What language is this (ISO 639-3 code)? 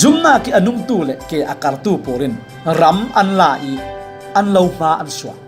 cfm